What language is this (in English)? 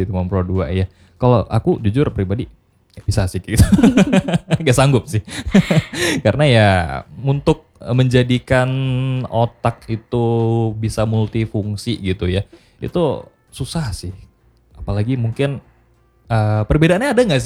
Indonesian